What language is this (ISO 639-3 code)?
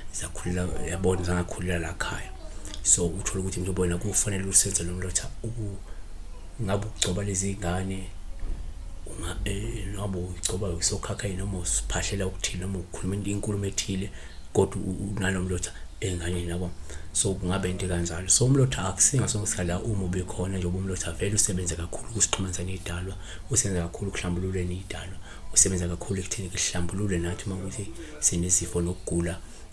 zul